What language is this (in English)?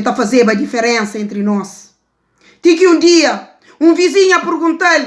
Kabuverdianu